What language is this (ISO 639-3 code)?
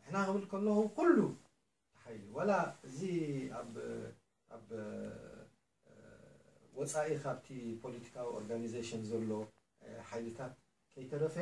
tir